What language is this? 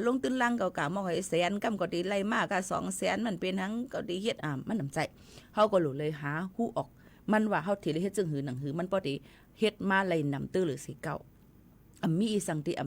Shan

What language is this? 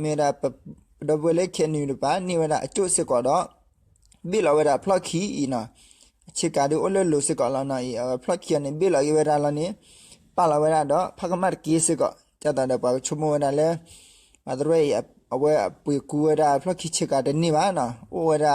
S'gaw Karen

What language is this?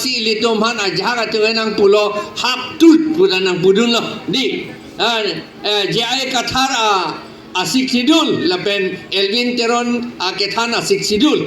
Karbi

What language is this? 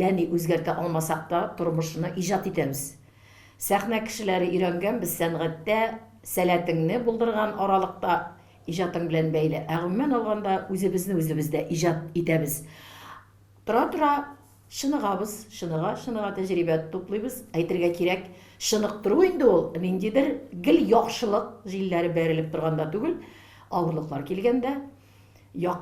Tatar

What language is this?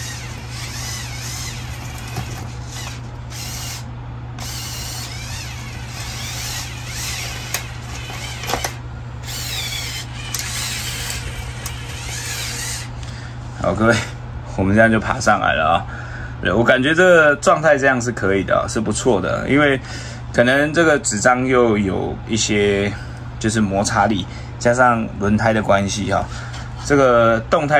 Chinese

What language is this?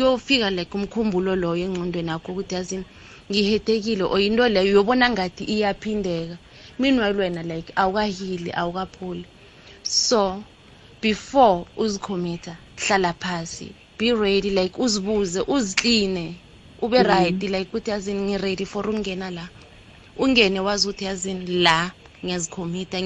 South Ndebele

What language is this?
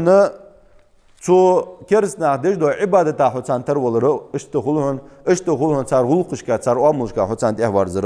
Ingush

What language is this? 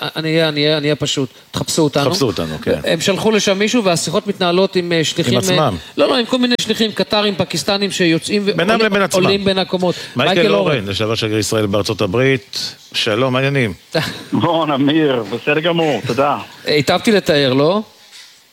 Hebrew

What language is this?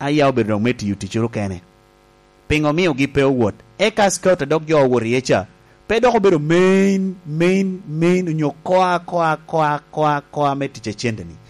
Lango (Uganda)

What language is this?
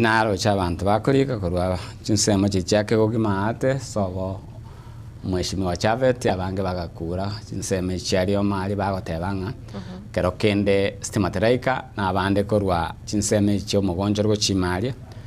Gusii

